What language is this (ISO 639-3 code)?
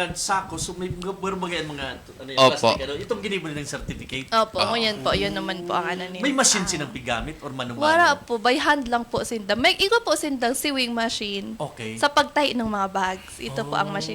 bik